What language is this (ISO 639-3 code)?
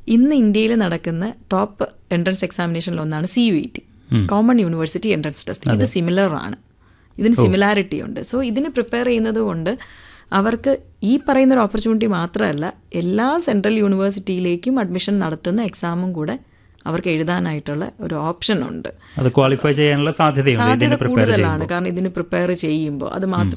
mal